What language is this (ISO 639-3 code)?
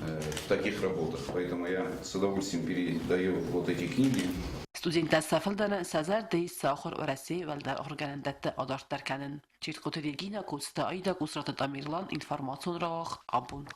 oss